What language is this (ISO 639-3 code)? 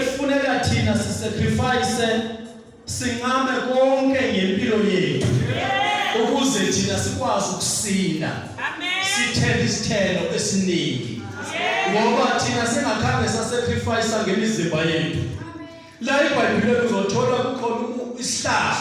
zul